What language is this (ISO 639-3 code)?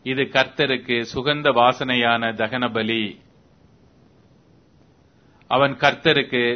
tam